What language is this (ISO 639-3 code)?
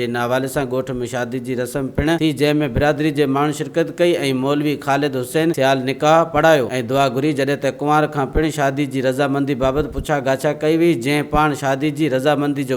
snd